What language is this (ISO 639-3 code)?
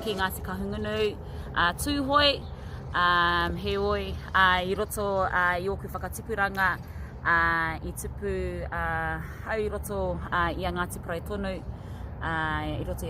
mri